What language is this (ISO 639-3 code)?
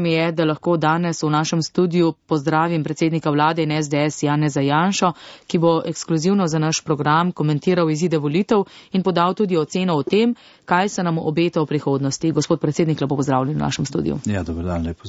slv